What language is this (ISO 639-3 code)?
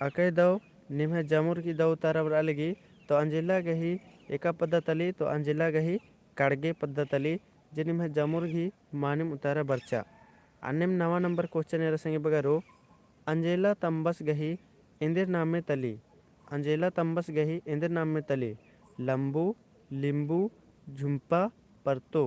kru